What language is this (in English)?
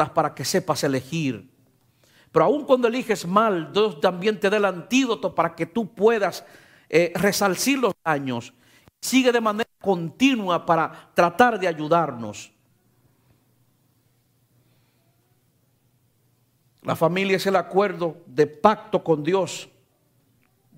Spanish